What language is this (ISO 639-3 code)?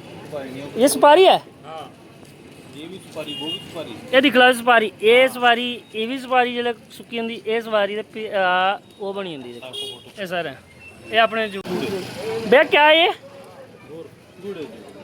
doi